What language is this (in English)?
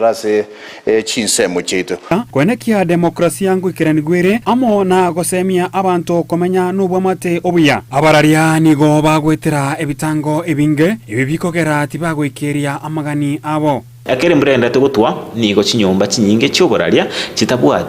Gusii